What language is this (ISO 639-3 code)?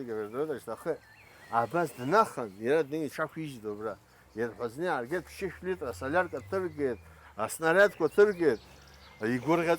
abk